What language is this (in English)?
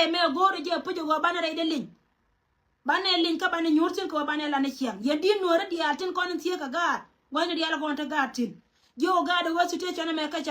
Nuer